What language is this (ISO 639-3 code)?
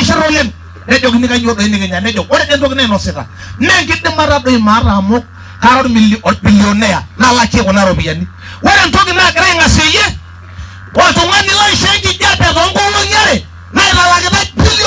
mas